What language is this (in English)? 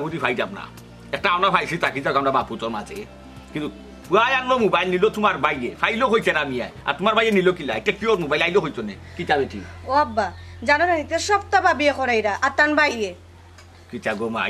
Sylheti